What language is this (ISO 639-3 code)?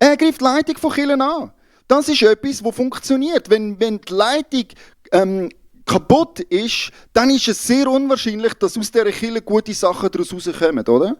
gsw